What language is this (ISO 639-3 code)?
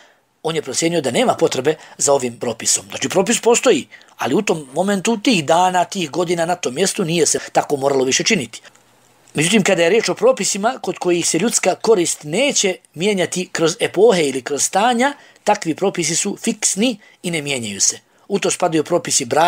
bos